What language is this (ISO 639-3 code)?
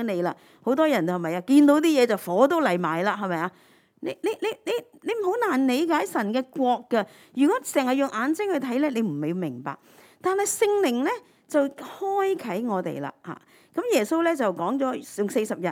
yue